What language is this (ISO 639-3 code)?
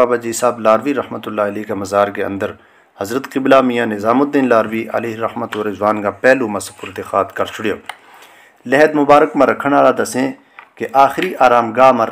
gju